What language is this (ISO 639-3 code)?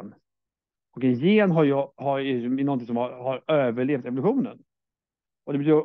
swe